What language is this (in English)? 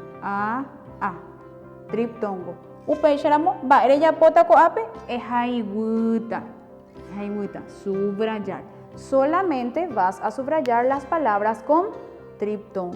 Guarani